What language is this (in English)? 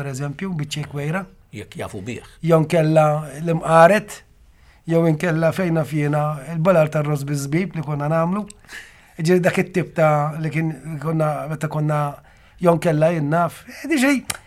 Maltese